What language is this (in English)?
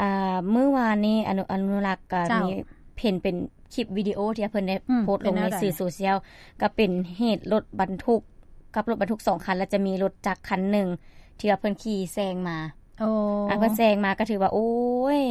Lao